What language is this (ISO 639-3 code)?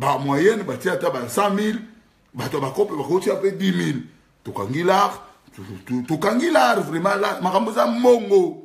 lin